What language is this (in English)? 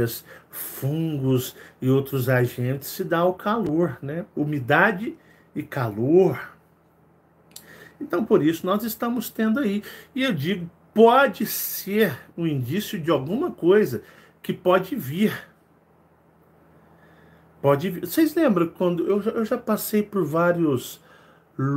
Portuguese